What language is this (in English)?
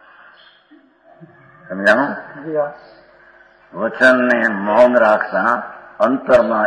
Gujarati